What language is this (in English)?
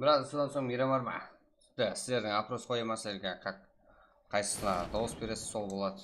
Kara-Kalpak